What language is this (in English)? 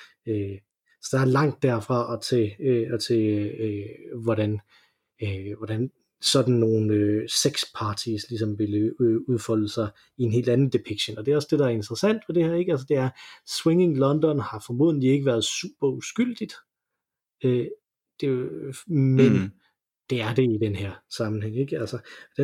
Danish